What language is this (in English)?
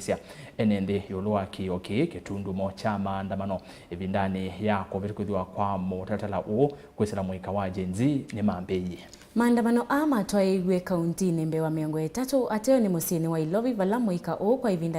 Kamba